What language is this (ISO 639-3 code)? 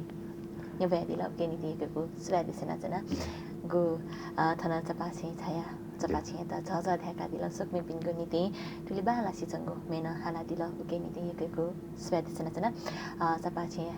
new